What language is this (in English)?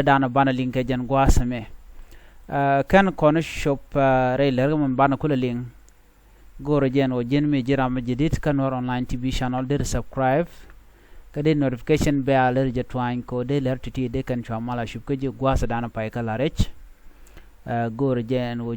Nuer